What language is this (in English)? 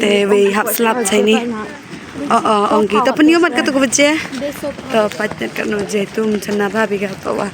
Khasi